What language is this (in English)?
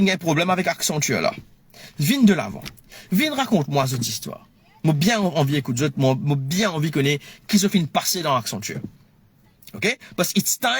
Morisyen